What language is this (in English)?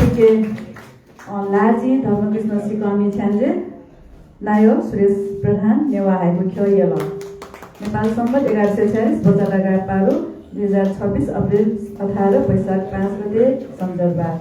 Newari